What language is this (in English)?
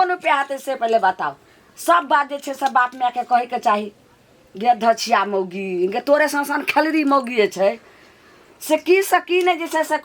Maithili